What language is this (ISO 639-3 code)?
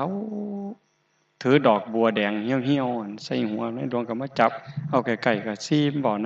tts